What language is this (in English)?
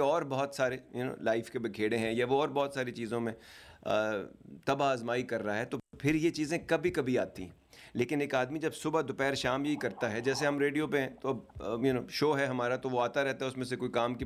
Urdu